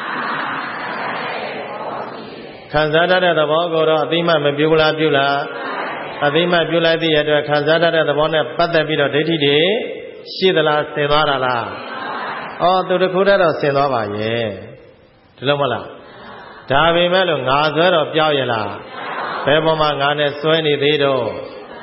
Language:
Burmese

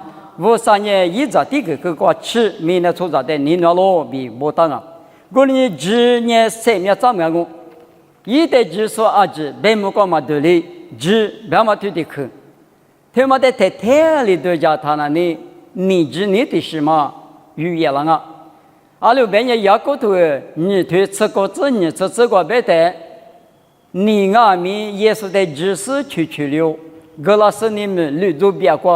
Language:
Lisu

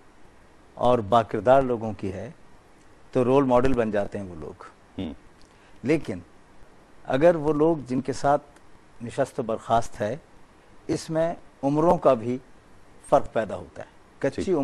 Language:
Urdu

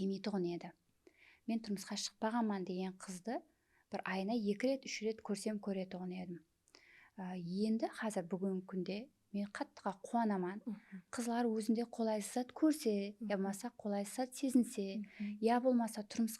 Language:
Kara-Kalpak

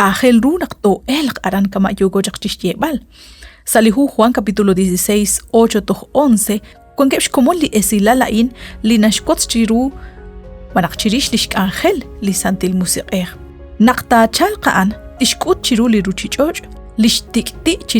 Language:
Kekchí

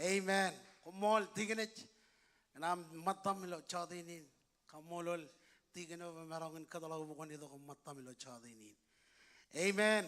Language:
Marshallese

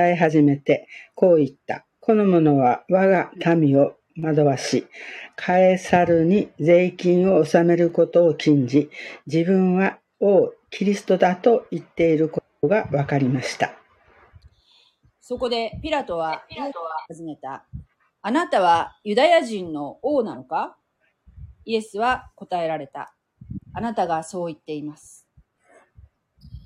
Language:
Japanese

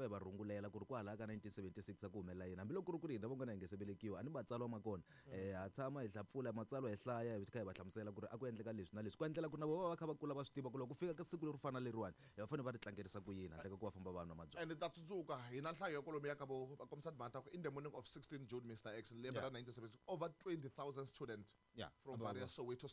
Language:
Tsonga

